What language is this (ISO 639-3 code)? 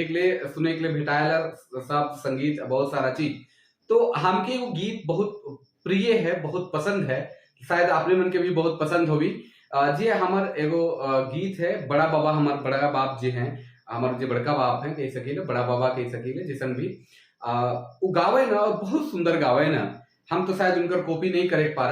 sck